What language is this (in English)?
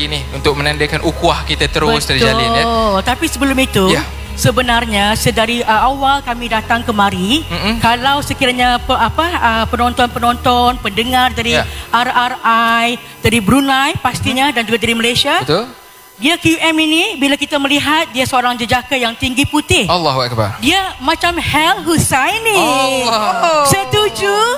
Malay